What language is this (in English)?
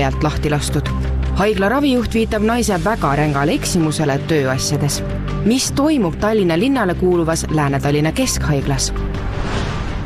Estonian